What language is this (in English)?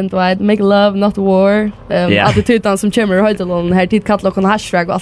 Faroese